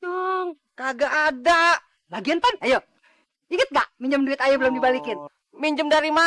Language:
Betawi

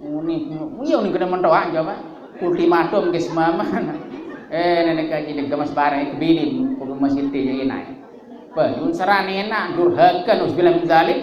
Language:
Sasak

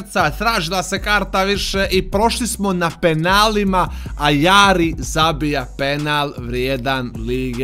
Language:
Croatian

